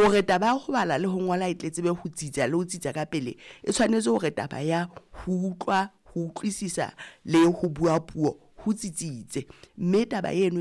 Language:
Southern Sotho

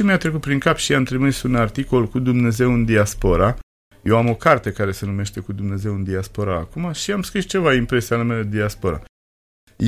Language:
Romanian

